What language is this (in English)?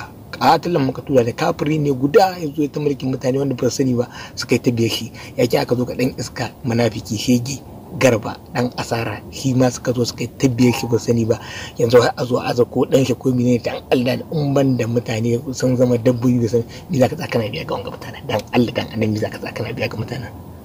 Hausa